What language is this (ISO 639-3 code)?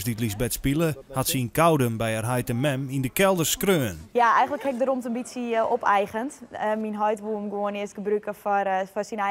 fry